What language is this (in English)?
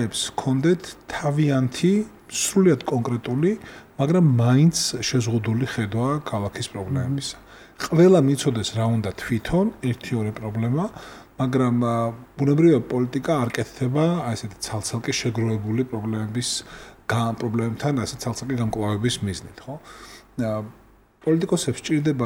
Georgian